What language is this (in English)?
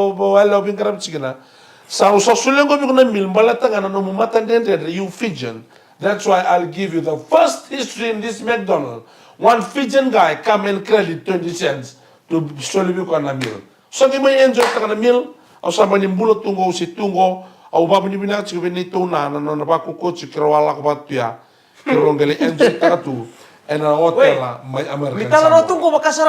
Fijian